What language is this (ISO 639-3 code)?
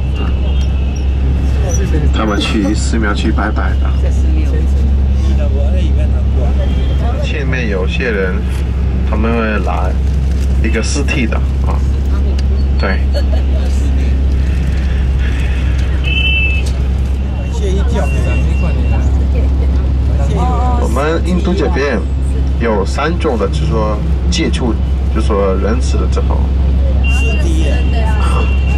zho